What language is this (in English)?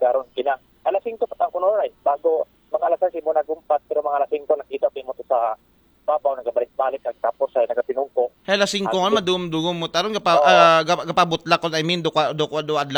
Aklanon